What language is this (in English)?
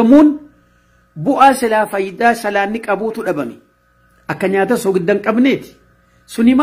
Oromo